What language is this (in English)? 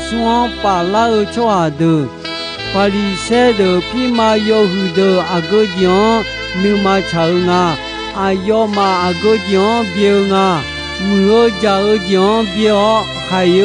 Akha